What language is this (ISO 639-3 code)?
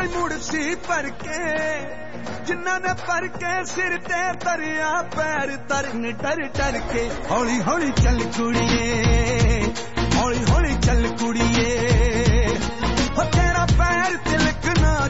pan